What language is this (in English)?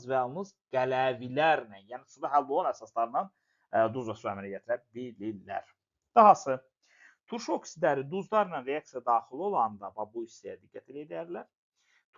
Azerbaijani